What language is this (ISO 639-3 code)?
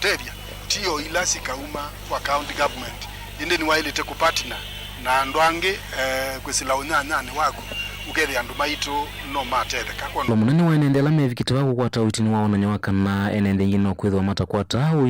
kam